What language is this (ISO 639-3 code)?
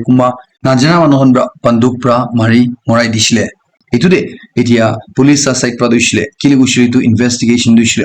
nag